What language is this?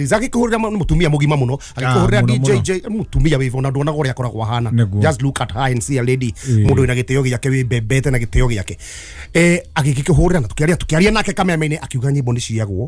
Kikuyu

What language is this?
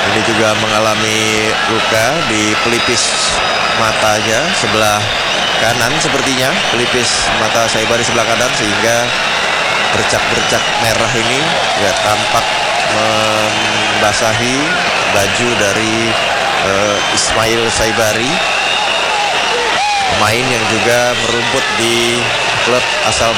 Indonesian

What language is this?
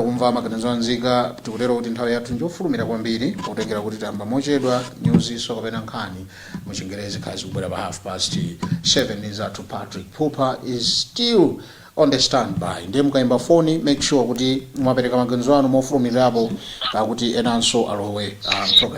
Nyanja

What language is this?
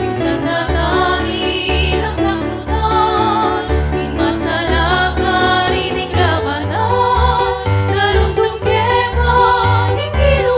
Pampanga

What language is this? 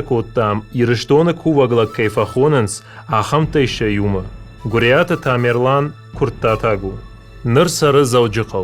Ossetic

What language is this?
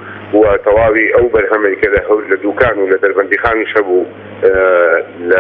Central Kurdish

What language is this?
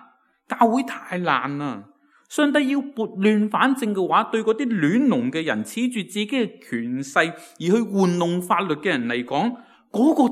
Cantonese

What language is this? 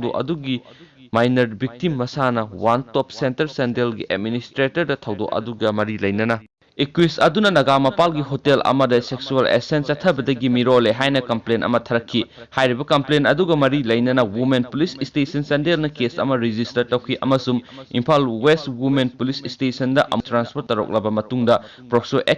Manipuri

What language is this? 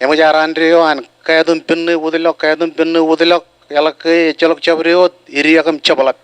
Marshallese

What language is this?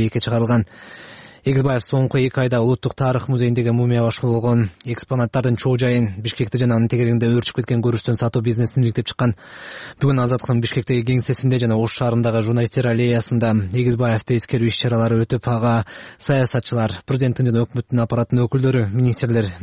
Kyrgyz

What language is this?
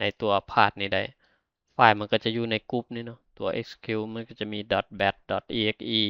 Lao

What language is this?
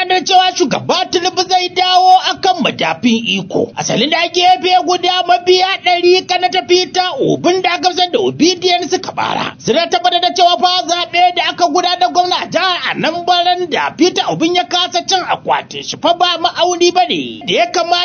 Hausa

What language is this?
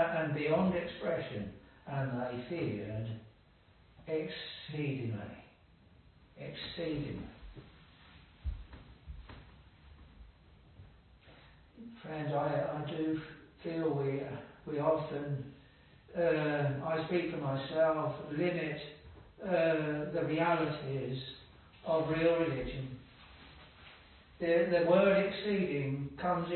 English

